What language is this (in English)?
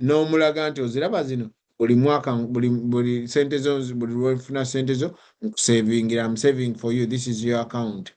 Ganda